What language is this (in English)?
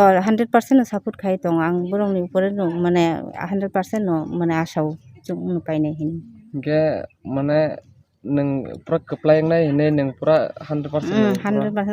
Kok Borok